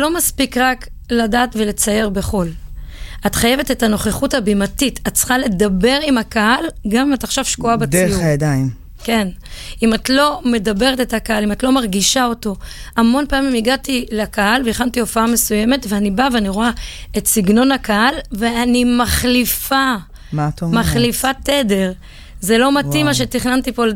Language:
Hebrew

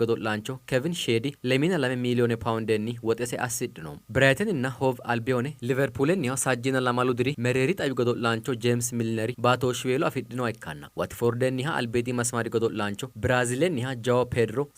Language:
Sidamo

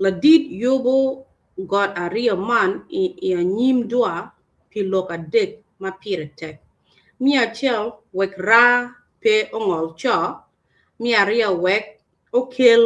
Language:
Acoli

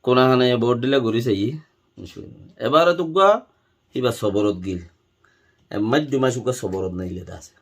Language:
Rohingya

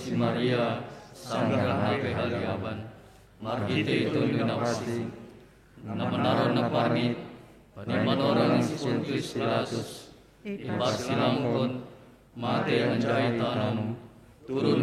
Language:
Batak Simalungun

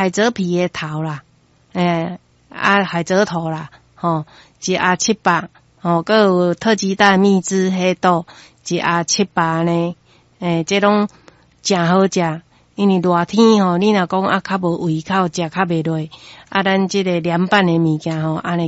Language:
Min Nan Chinese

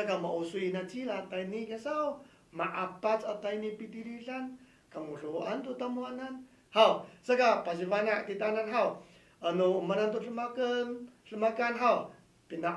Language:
Amis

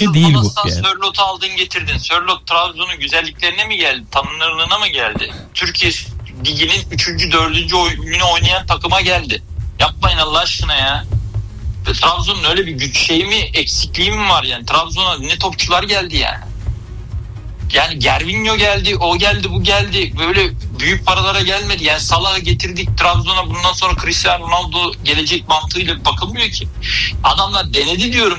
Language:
Turkish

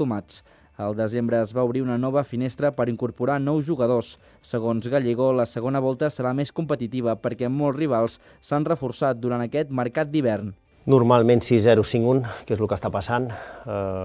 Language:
Catalan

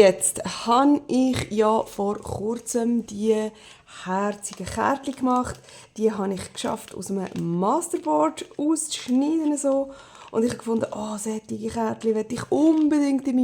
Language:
Swiss German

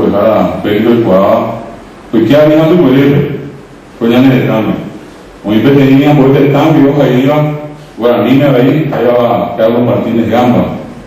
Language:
Guarani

